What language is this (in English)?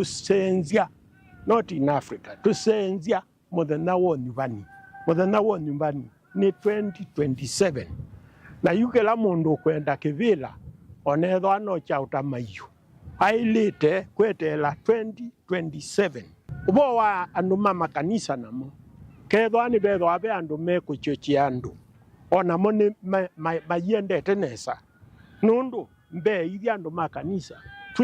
Kamba